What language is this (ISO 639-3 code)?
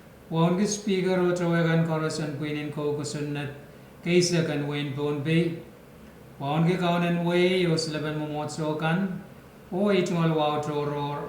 pon